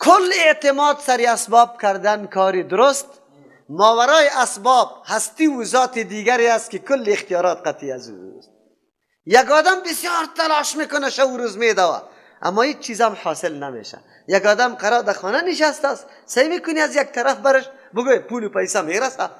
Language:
Persian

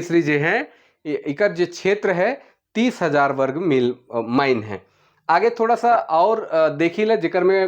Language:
Sadri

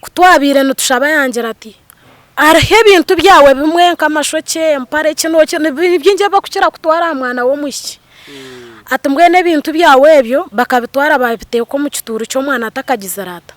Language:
Nyankole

